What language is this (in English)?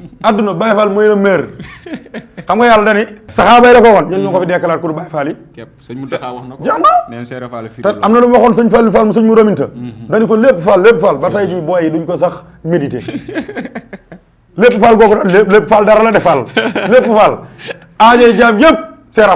Wolof